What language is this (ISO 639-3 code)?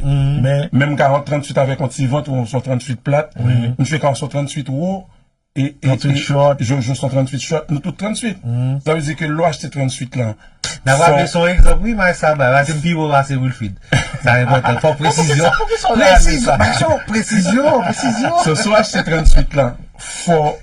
hat